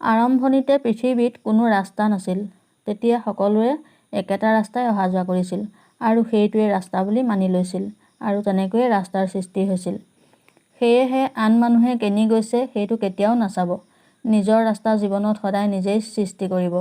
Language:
Assamese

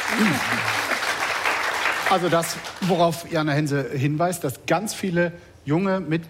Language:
German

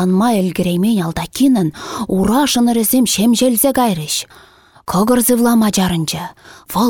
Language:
Chuvash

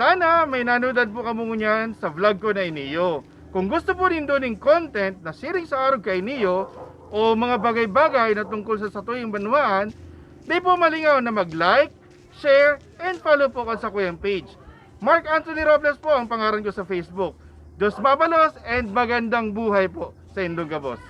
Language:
Bikol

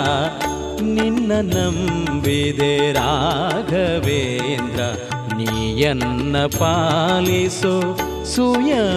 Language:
Kannada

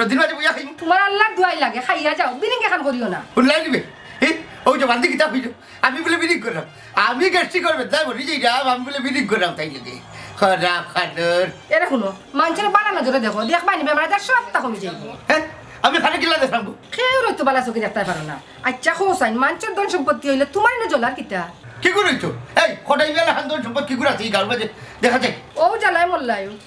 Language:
Sylheti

